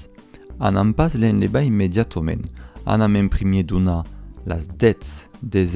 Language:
Occitan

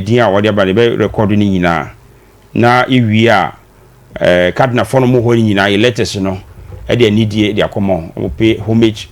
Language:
Akan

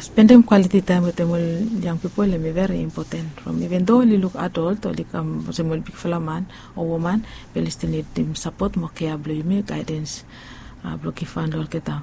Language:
Bislama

